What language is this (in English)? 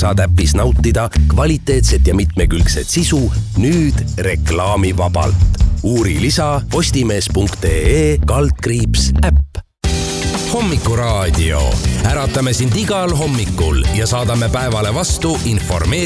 Estonian